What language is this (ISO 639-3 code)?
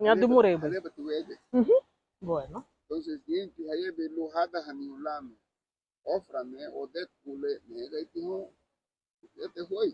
cab